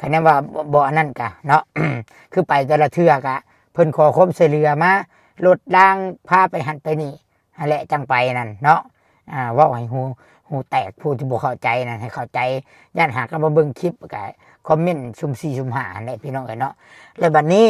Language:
Lao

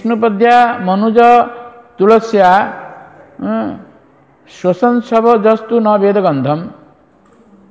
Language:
Odia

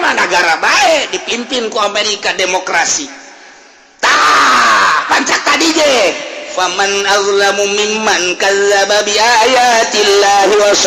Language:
Sundanese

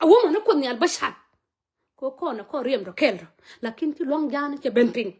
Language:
Nuer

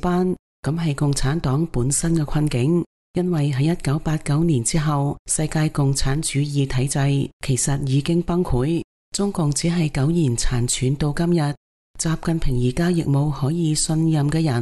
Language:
Cantonese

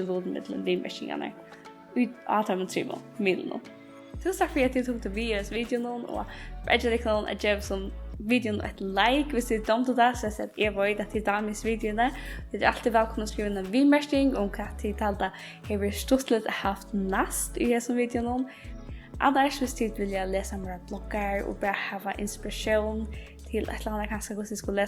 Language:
Faroese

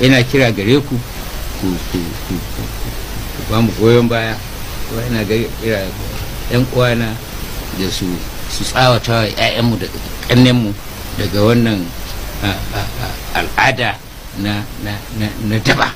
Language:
Hausa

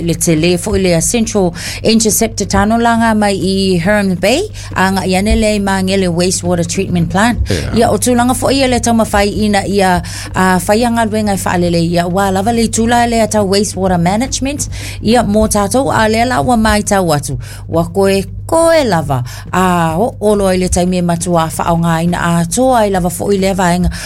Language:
Samoan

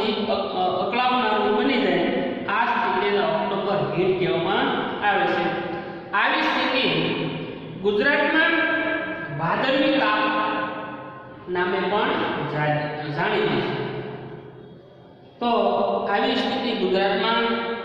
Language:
Gujarati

